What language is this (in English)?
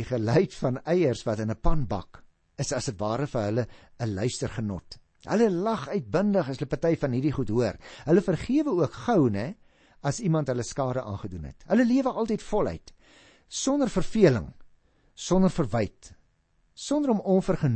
Afrikaans